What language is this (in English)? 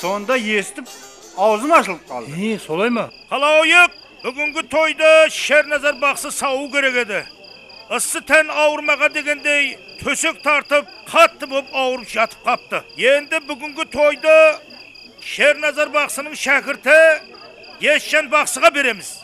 Kara-Kalpak